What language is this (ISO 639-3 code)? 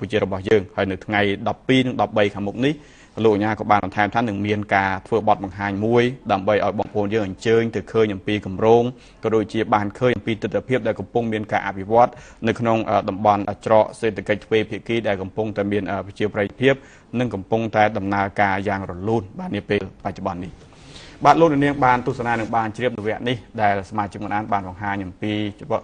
khm